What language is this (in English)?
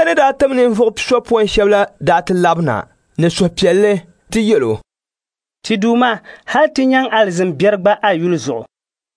Dagbani